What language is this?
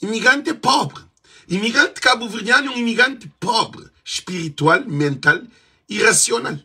Kabuverdianu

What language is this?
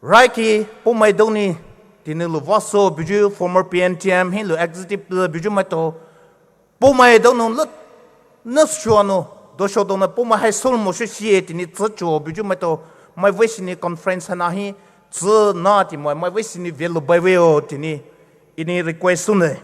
Poumei Naga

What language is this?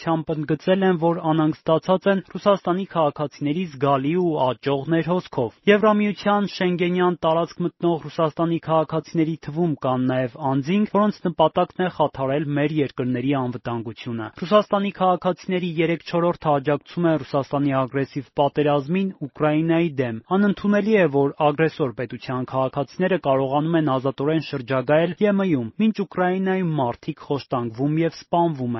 Armenian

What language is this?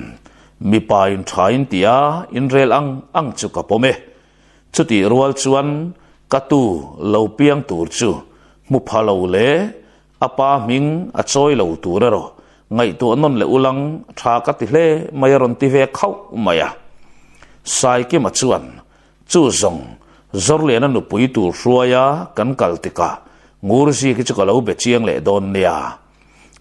Mizo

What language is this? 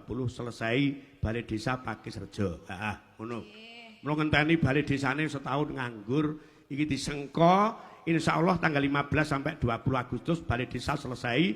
Javanese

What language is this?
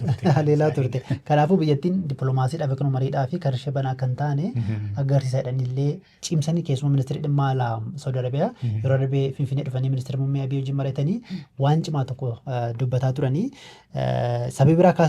Oromo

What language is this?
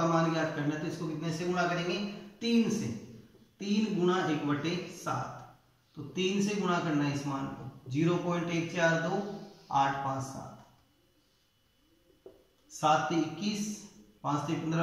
Hindi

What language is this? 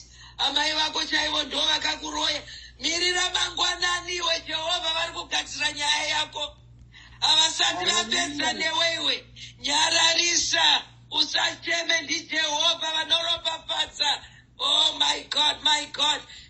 Shona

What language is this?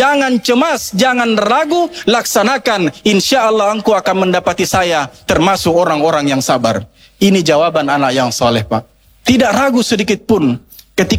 Indonesian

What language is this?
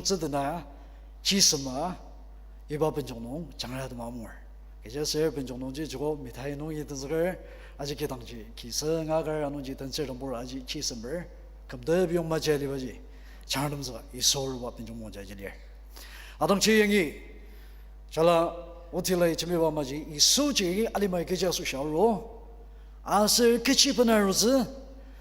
Ao Naga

